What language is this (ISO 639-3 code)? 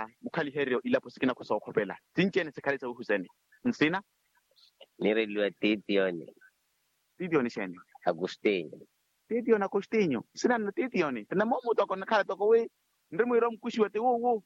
vmw